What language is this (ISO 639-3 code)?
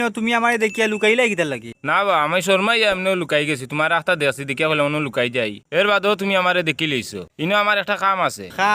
syl